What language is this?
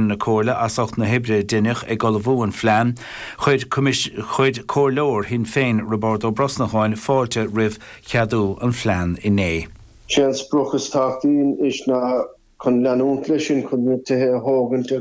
Irish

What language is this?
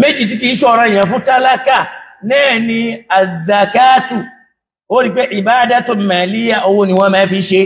Yoruba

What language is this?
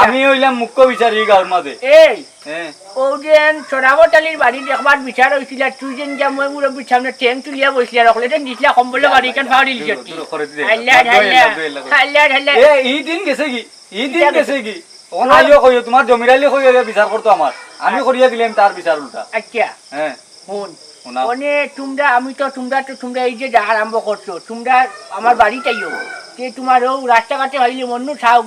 Sylheti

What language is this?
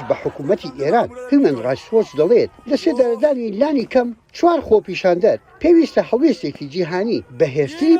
Central Kurdish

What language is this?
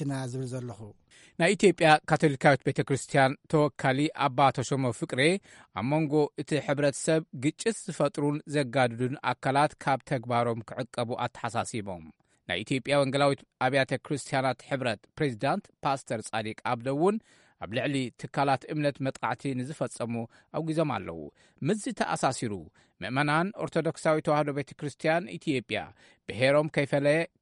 Tigrinya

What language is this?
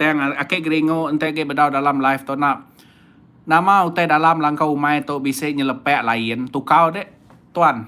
Iban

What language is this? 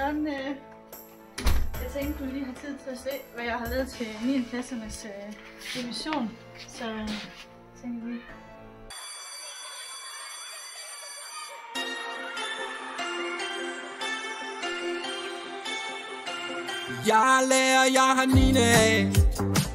Danish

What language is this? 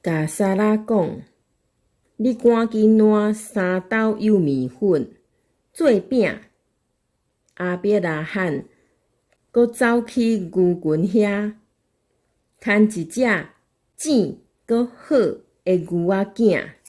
Min Nan Chinese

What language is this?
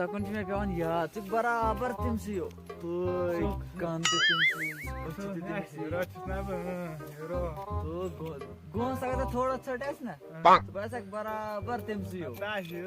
Kashmiri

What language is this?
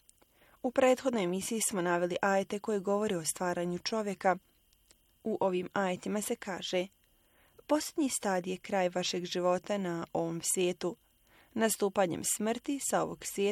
Bosnian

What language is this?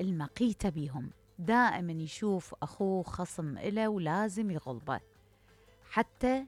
Mesopotamian Arabic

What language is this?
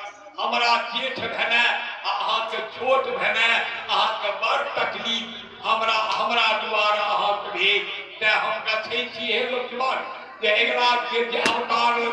Maithili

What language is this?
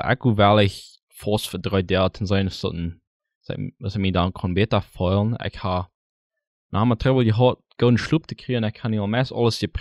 Plautdietsch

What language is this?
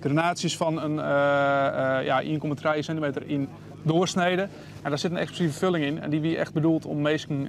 Western Frisian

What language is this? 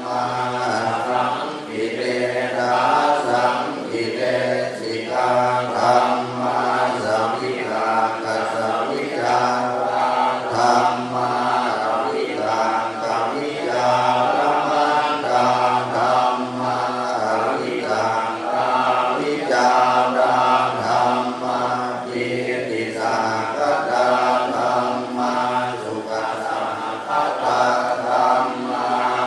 Pali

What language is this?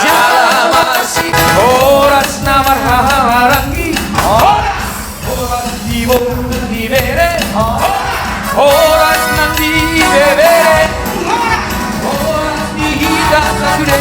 Batak Toba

